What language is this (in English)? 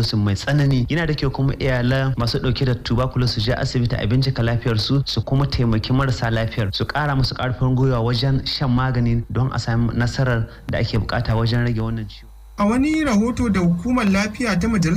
Hausa